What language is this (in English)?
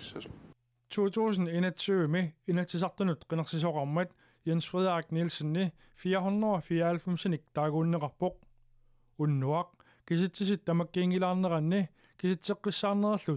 Kalaallisut